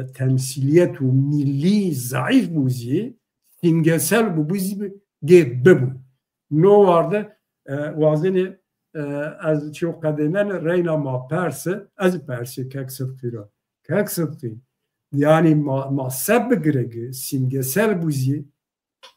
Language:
Zaza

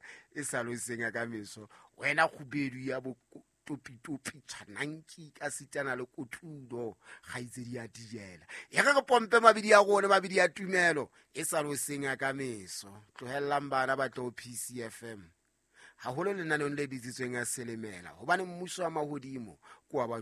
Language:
Southern Sotho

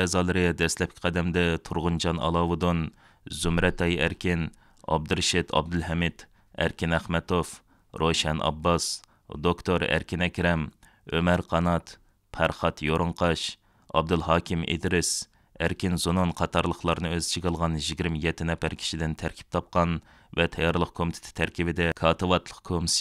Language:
Uyghur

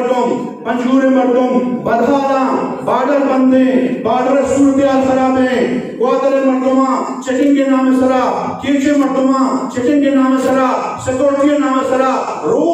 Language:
Eastern Balochi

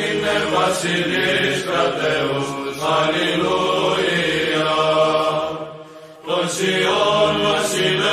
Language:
Greek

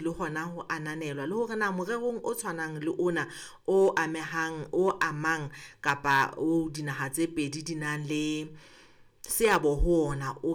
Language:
Southern Sotho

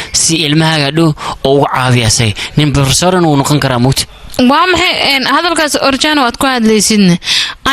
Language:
Somali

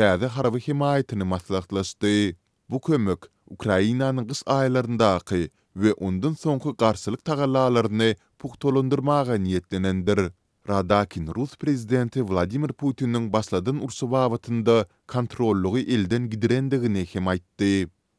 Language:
Turkmen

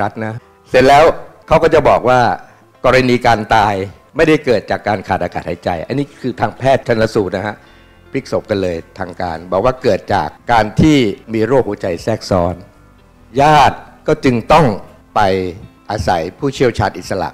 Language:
Thai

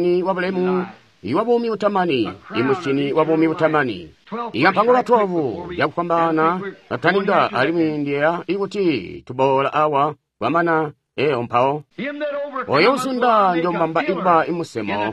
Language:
Tonga (Zambia)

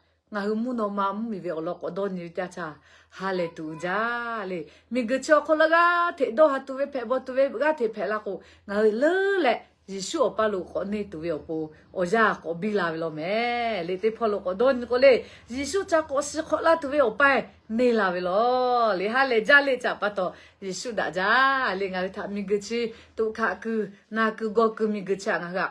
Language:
Lahu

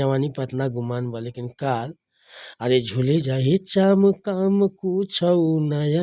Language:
Bhojpuri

